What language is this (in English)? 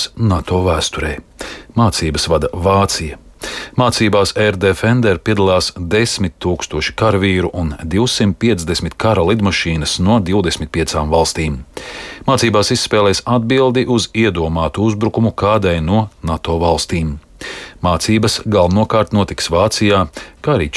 Latvian